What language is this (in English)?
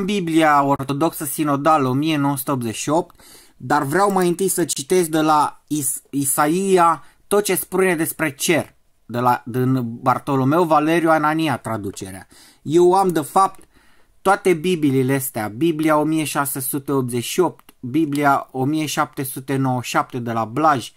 Romanian